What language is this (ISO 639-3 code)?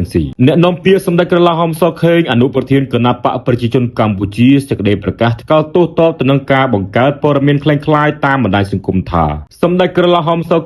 khm